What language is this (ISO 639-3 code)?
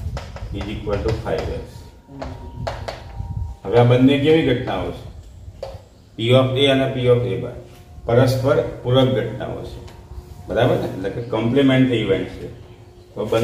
guj